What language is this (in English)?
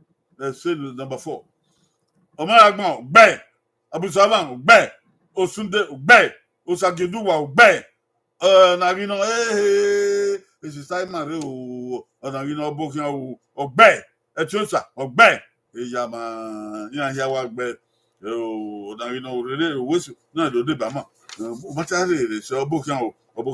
Bini